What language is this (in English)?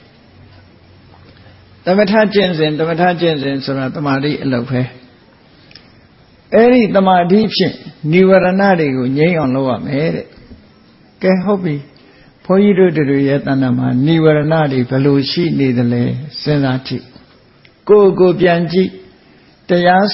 Burmese